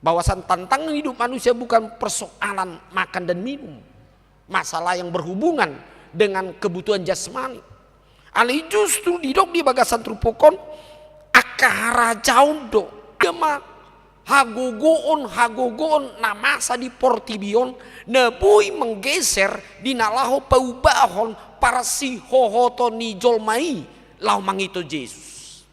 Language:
Batak Toba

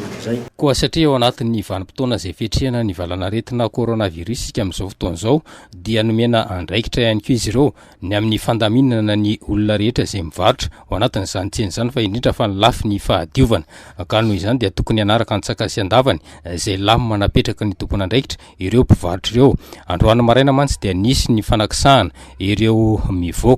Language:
Malagasy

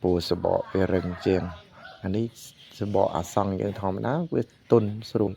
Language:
Khmer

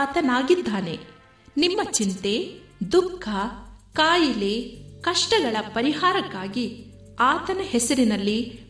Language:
Kannada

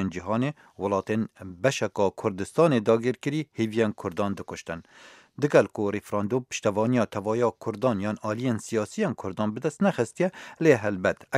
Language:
Kurdish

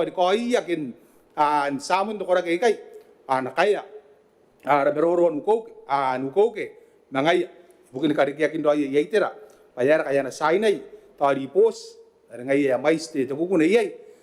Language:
Gilbertese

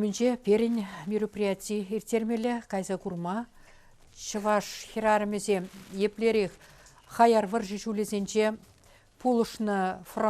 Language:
Chuvash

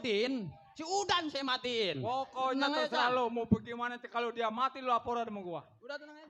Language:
Betawi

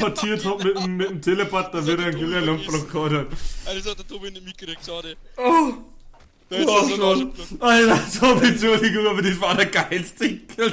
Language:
Bavarian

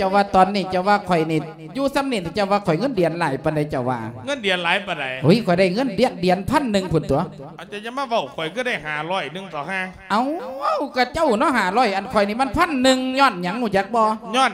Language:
Lao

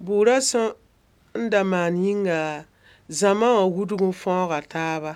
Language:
Mossi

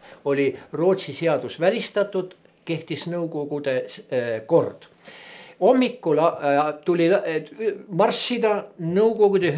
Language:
Estonian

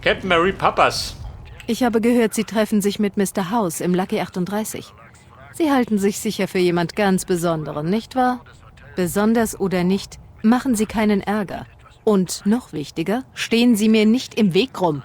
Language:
Bavarian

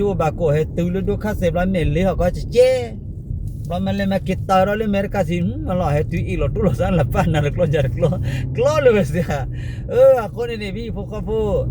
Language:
S'gaw Karen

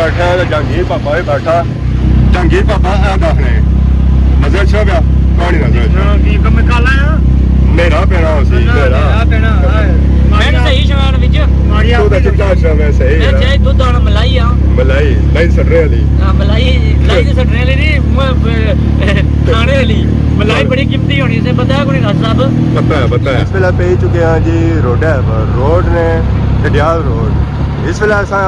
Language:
Pahari-Potwari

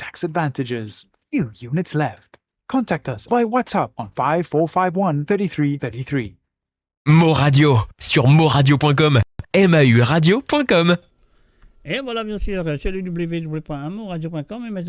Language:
Morisyen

